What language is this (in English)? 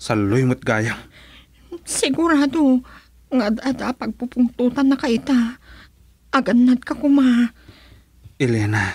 Iloko